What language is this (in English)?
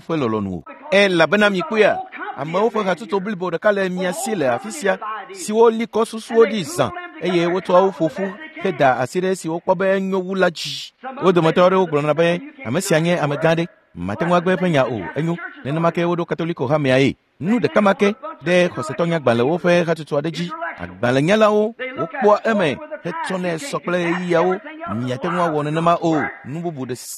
Ewe